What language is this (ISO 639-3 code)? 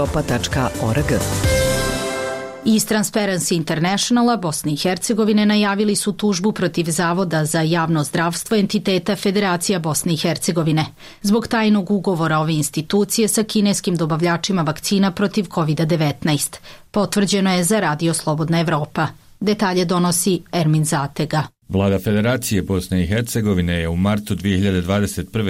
bos